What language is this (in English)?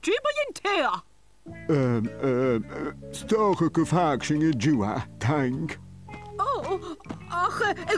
Scottish Gaelic